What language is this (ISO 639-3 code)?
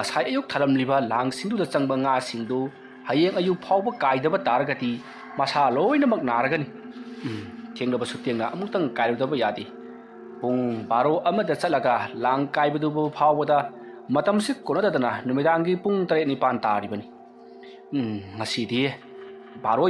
mni